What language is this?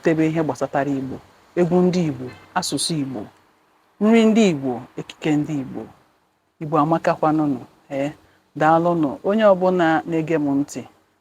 Igbo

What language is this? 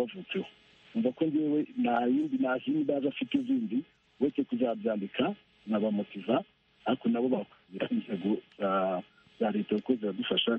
Kinyarwanda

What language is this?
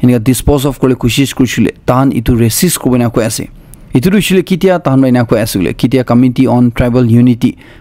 Naga Pidgin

